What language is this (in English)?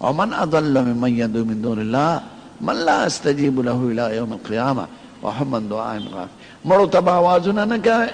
Pashto